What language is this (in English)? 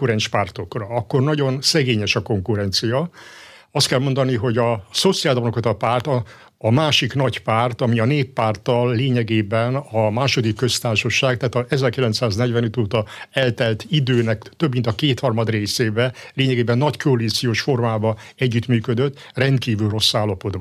Hungarian